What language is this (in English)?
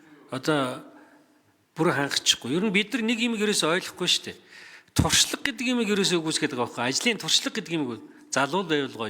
Mongolian